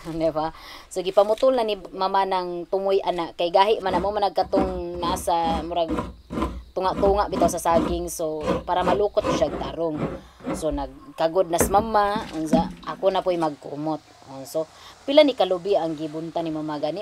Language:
Cebuano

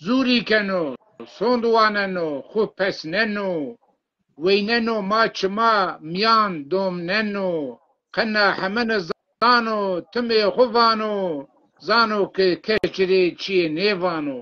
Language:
Zaza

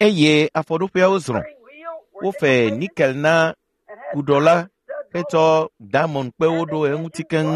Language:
Ewe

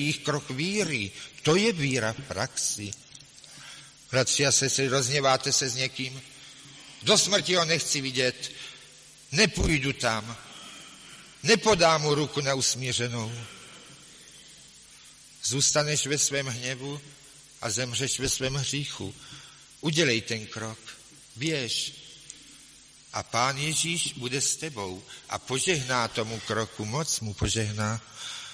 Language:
Czech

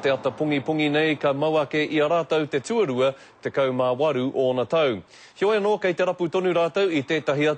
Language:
Māori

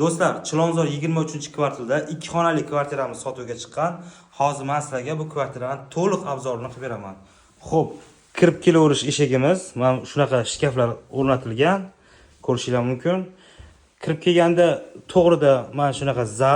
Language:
Uzbek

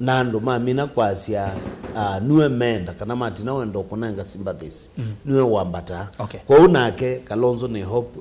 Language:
Kamba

